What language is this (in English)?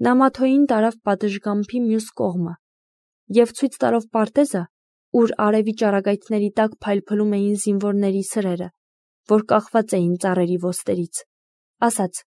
Armenian